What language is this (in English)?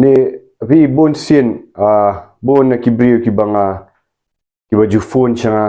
Khasi